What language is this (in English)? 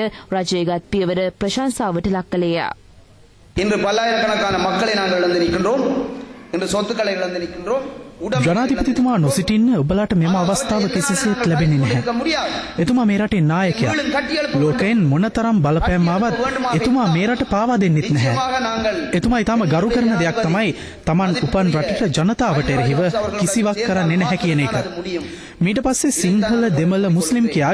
Sinhala